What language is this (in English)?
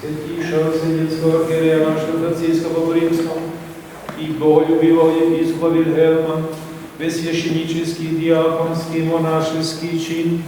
Rusyn